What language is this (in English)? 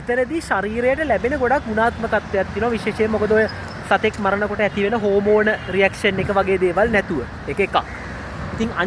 Sinhala